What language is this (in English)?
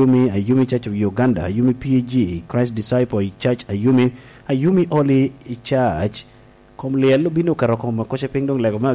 Lango (Uganda)